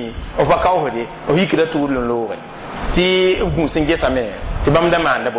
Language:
Mossi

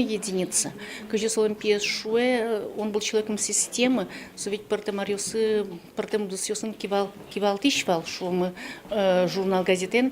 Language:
Udmurt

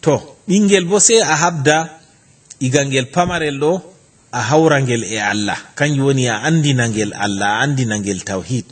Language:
Fula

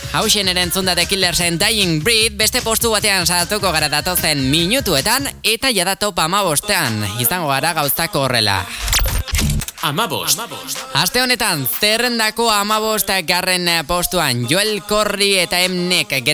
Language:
Basque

